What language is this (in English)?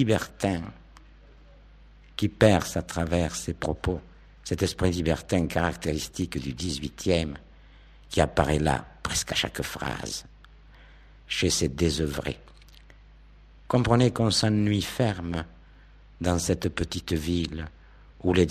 French